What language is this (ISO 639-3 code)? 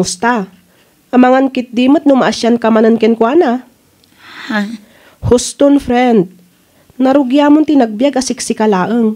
ilo